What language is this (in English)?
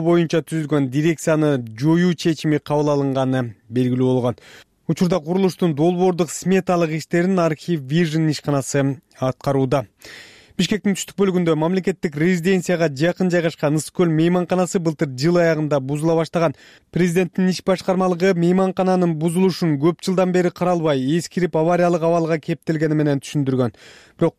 Kyrgyz